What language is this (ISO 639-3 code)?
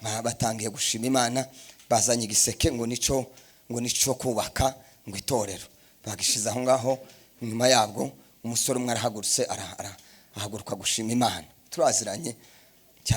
kin